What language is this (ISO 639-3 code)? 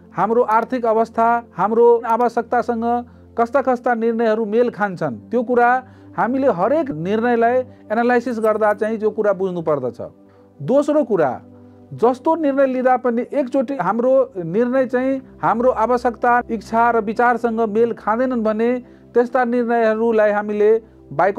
nep